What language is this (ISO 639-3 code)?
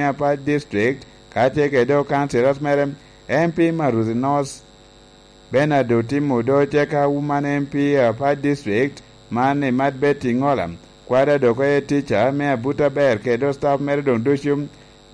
laj